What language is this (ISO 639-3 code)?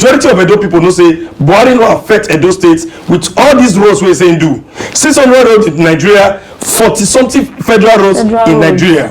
pcm